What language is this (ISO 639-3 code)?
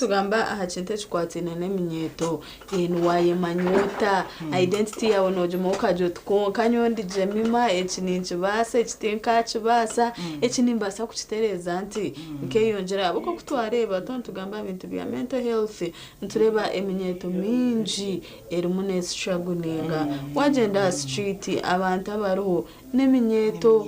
nyn